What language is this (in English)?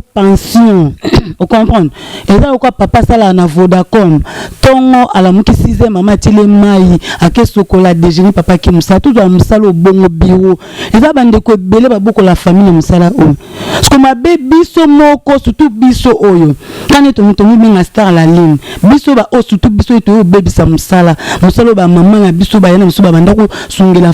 Lingala